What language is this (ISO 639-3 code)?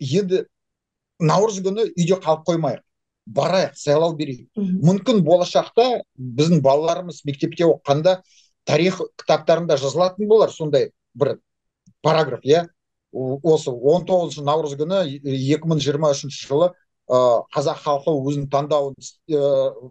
kaz